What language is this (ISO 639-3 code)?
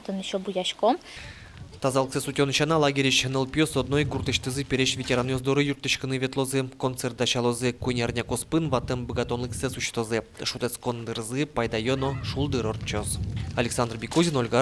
udm